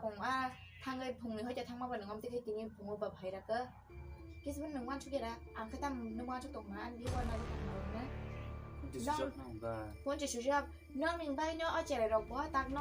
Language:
Kok Borok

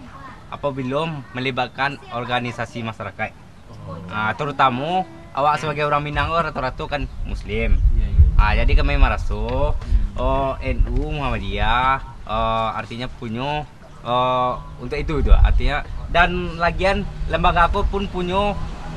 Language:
Minangkabau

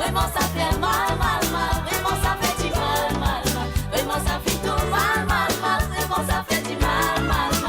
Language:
Morisyen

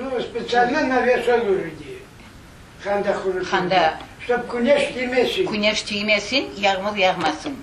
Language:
Crimean Tatar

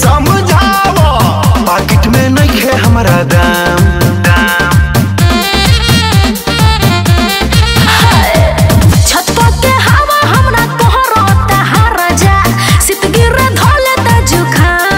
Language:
Bhojpuri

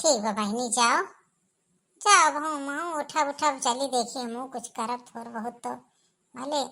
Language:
Awadhi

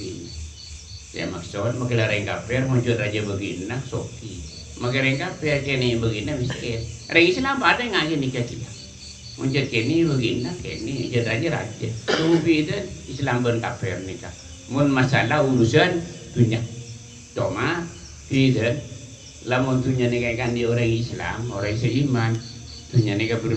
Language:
Madurese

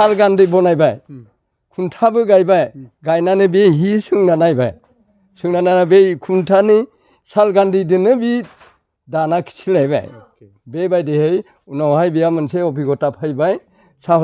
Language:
Bodo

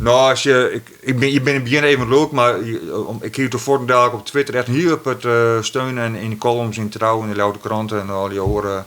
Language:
Western Frisian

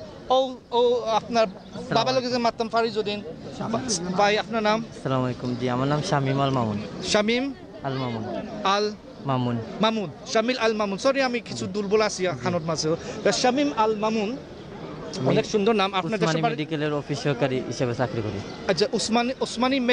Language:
Sylheti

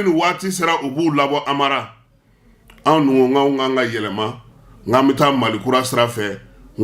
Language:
Bambara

